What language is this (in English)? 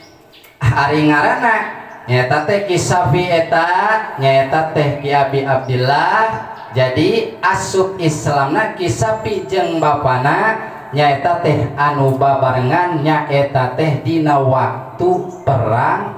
Sundanese